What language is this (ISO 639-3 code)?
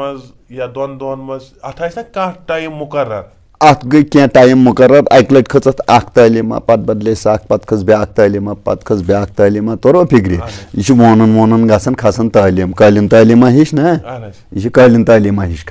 kas